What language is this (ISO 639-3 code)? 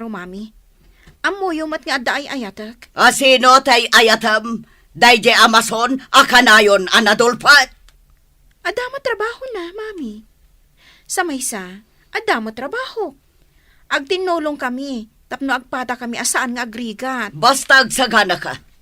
ilo